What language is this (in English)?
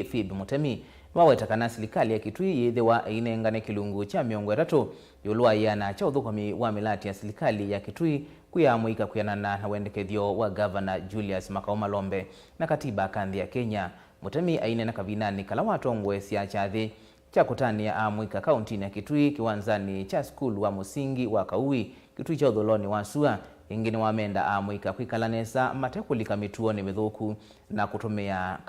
Kamba